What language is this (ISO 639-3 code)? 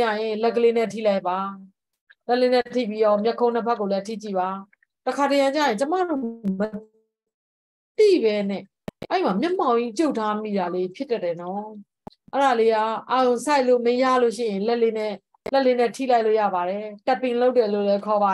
mya